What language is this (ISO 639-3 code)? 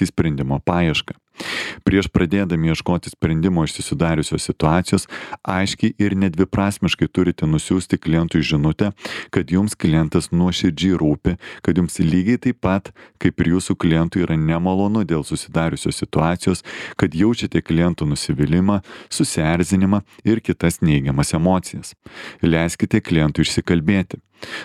lit